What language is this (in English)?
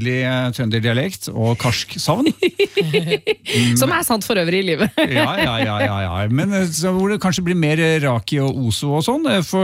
Norwegian